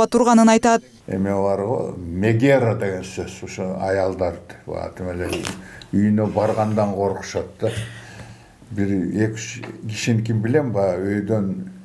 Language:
Kyrgyz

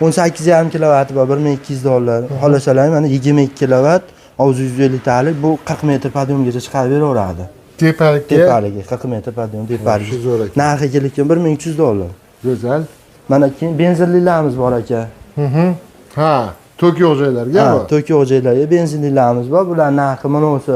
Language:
Uzbek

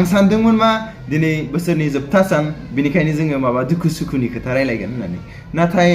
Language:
Bodo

